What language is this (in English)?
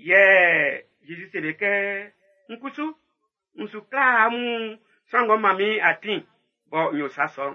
Baoulé